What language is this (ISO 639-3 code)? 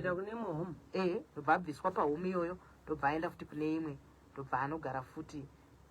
sna